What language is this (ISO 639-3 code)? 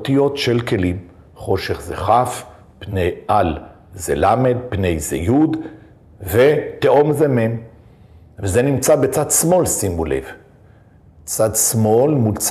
heb